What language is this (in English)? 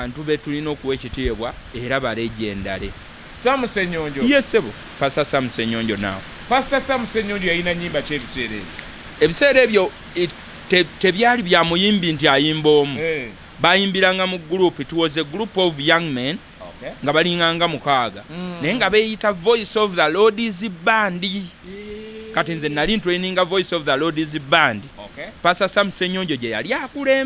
Ganda